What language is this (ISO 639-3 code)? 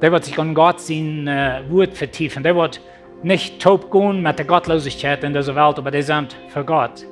pdt